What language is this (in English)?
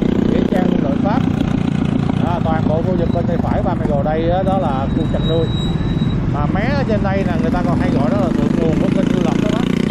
Vietnamese